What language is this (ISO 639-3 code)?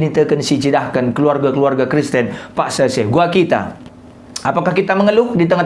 btx